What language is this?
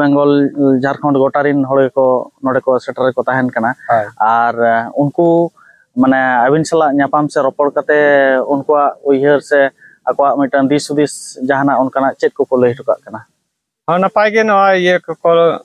Santali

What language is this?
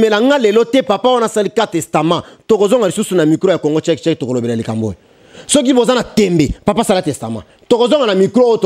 Lingala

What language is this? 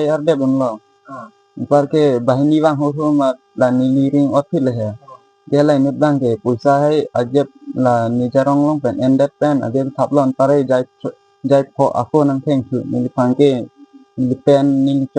Karbi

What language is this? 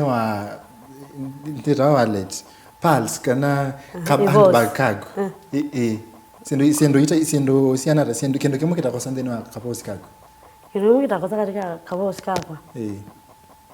Kamba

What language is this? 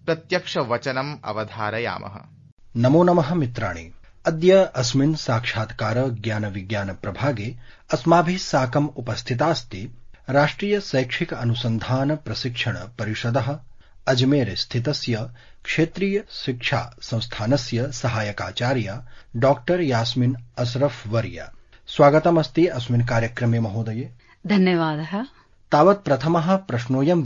Sanskrit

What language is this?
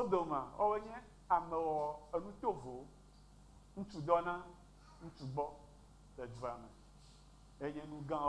Ewe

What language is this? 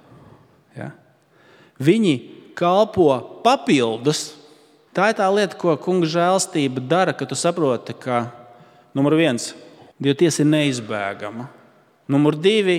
Latvian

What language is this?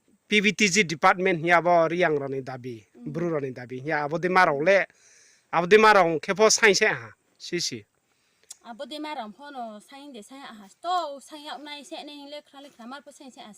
Riang (India)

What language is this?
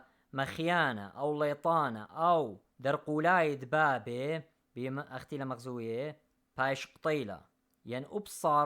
Assyrian Neo-Aramaic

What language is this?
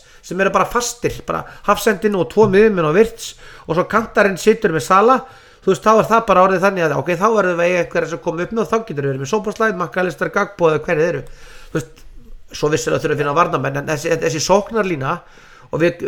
Icelandic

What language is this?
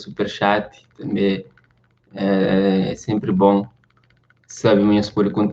Kabuverdianu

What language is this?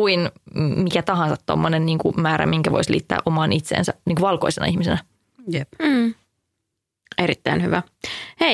Finnish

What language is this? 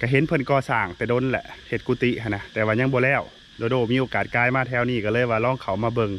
Lao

